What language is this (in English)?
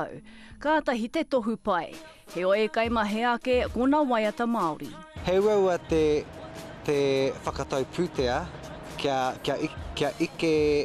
Māori